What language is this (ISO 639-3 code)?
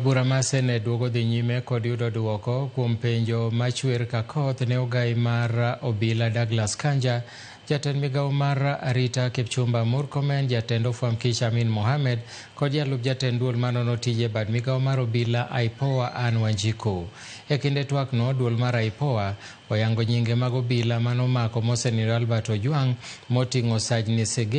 luo